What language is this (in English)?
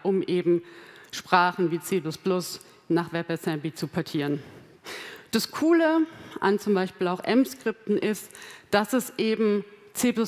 German